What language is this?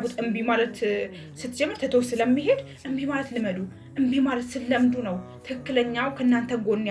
Amharic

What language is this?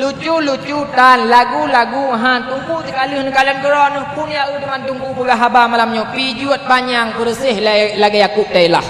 Achinese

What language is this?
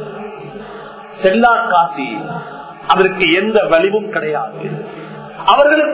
Tamil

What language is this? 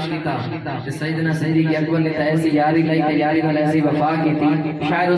Saraiki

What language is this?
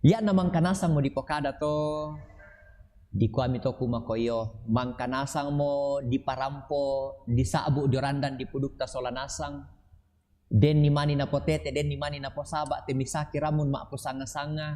Toraja-Sa'dan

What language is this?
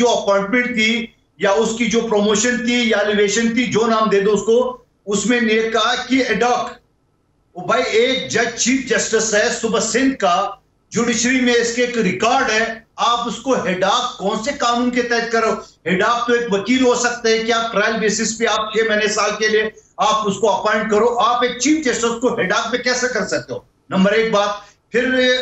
Urdu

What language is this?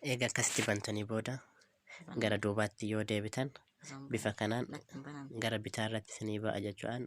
Oromo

